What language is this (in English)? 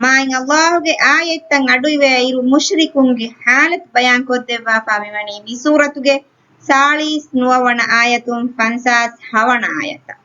Divehi